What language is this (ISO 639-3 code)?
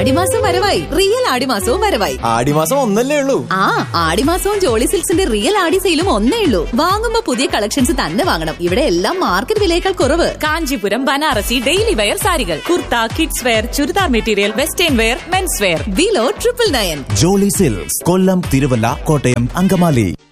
mal